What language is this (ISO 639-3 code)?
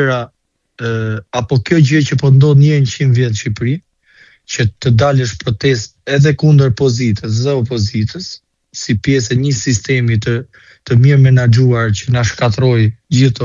sqi